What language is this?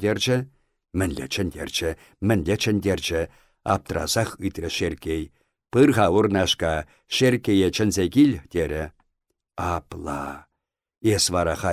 Chuvash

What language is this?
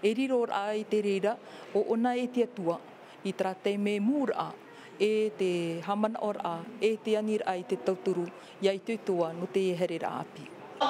Tahitian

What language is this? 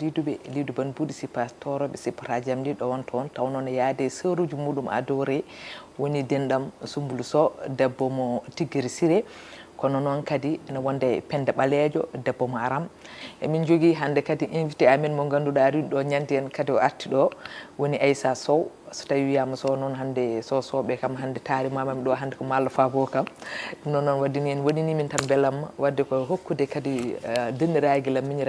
Fula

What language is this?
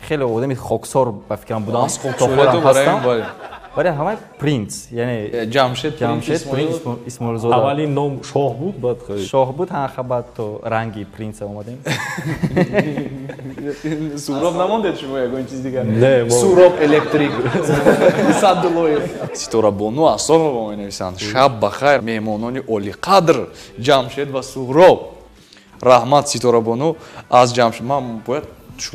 Tajik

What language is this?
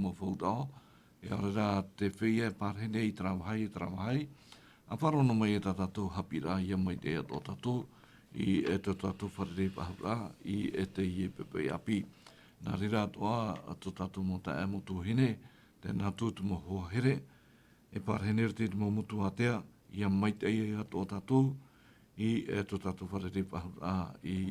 Tahitian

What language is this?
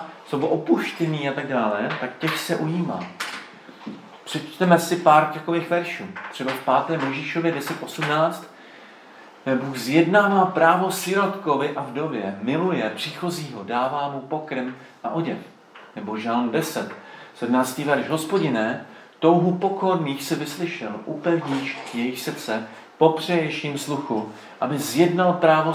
Czech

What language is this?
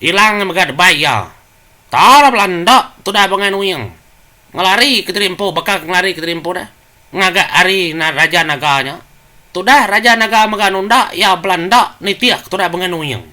Iban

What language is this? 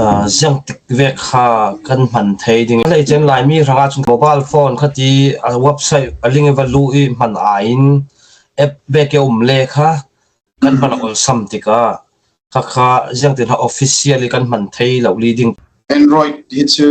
Falam Chin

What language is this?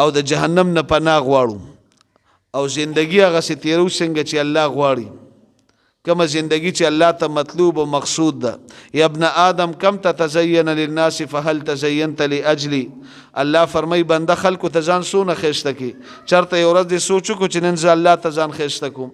Pashto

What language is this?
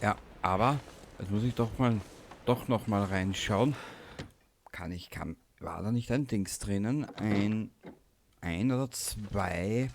Bavarian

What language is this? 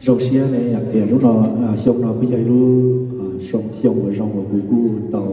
Hmong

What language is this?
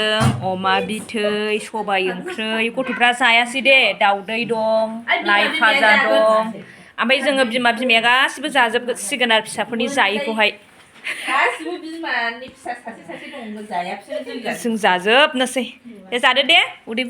Bodo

